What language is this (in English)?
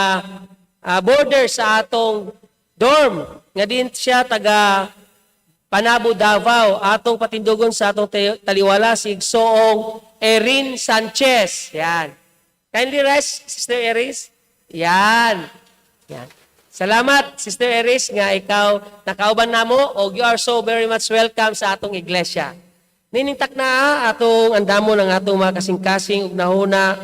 Cebuano